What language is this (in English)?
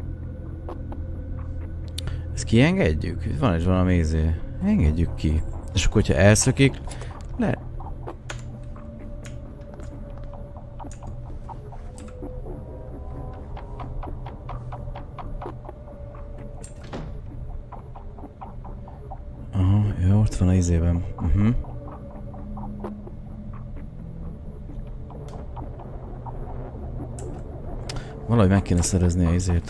Hungarian